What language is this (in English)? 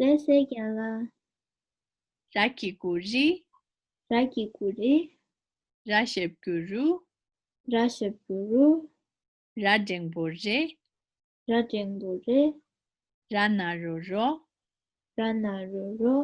Tibetan